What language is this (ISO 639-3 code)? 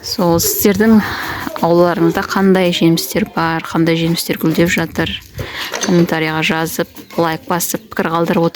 kaz